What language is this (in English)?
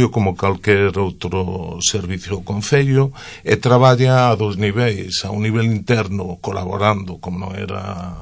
Galician